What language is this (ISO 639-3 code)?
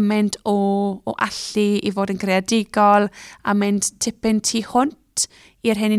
cym